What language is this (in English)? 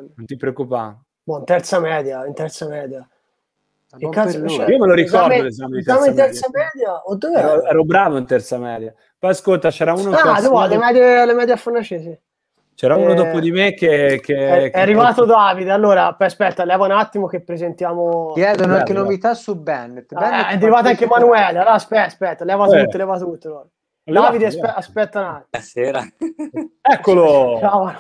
Italian